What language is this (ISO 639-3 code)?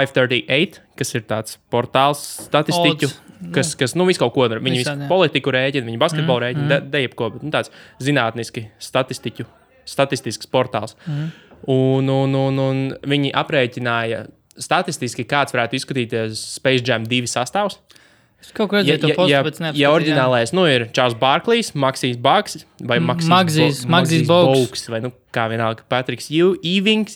lav